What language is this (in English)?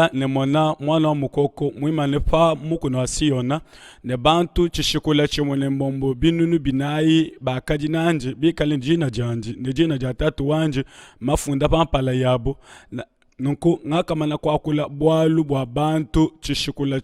Luba-Lulua